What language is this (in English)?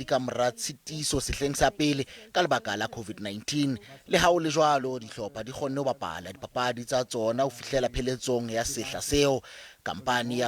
Southern Sotho